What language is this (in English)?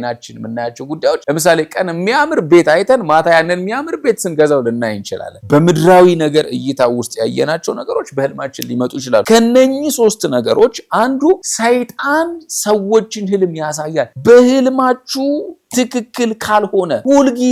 Amharic